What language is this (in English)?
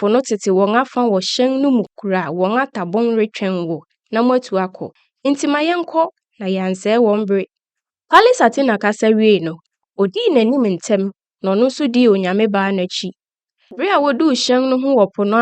Akan